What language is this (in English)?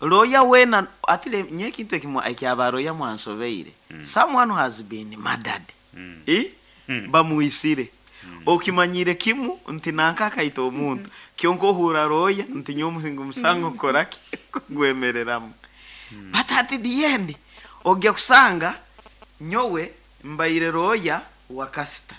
Nyoro